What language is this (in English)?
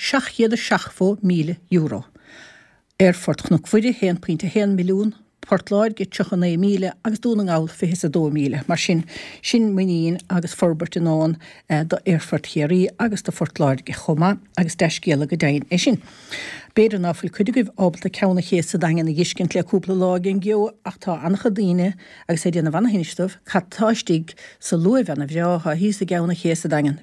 Irish